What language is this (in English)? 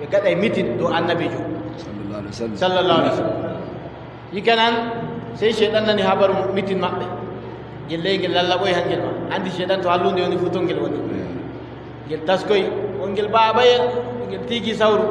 Adamawa Fulfulde